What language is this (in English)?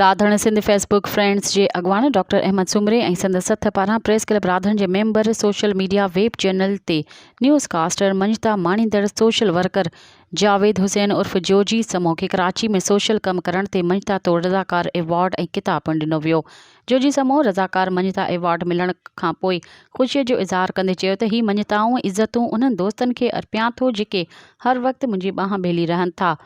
Sindhi